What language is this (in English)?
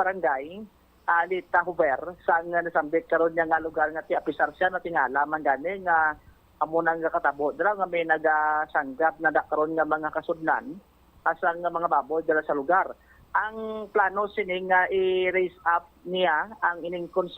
Hiligaynon